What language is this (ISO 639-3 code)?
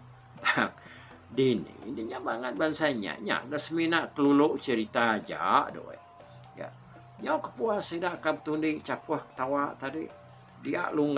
iba